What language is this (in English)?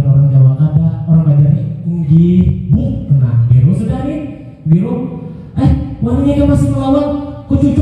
Banjar